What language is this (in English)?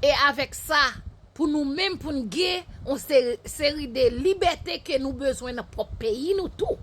Haitian Creole